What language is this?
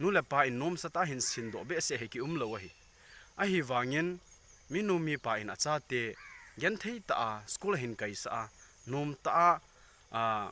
Thado Chin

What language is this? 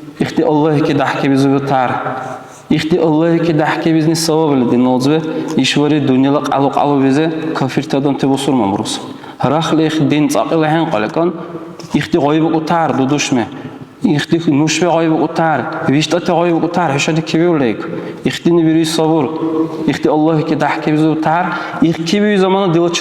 Dargwa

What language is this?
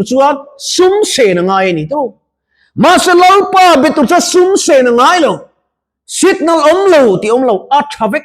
Mizo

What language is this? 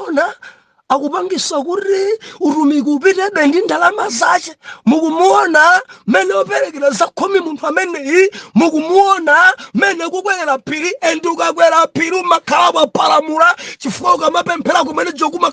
Nyanja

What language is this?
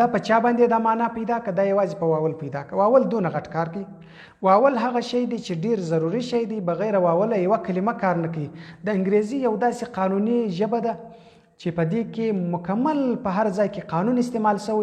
Pashto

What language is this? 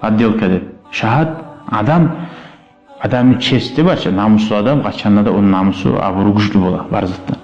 Kumyk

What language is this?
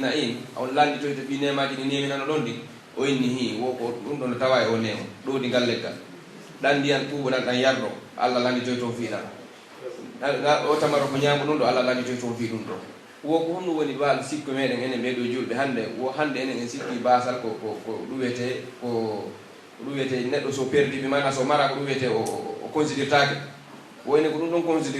Pular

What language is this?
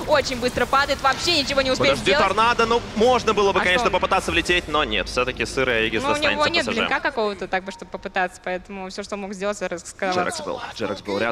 Russian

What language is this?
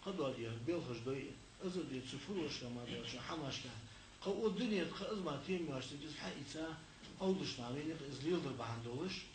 Ingush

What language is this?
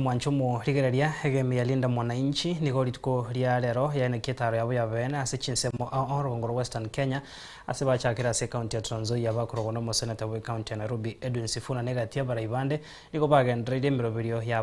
Gusii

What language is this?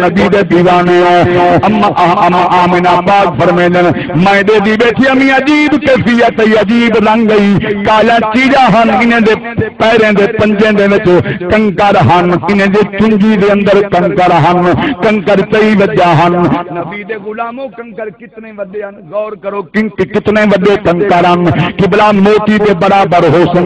Saraiki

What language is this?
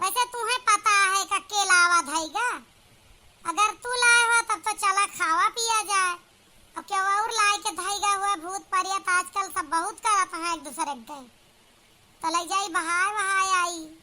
Awadhi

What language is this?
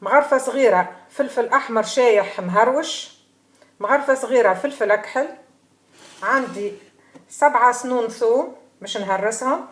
Tunisian Arabic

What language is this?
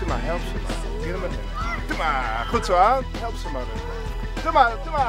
Western Frisian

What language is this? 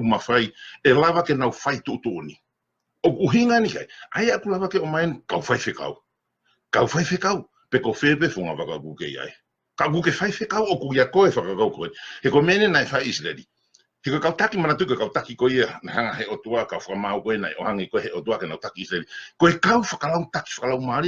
Tongan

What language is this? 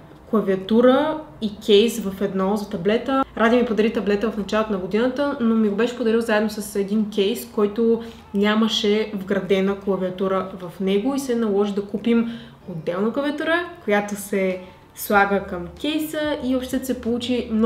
Bulgarian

